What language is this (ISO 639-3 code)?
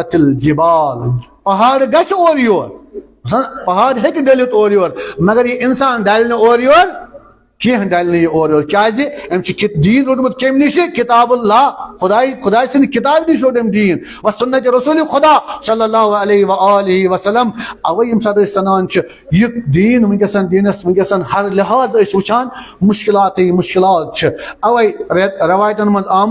kas